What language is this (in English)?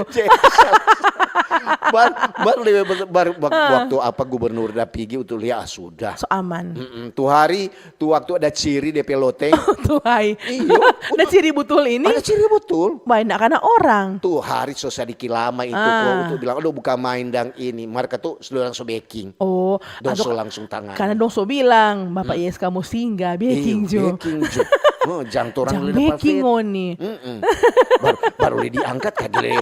Manado Malay